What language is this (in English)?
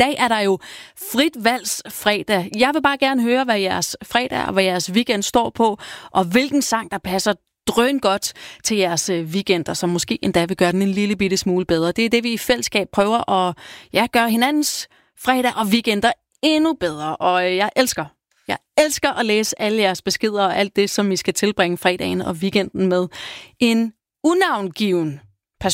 Danish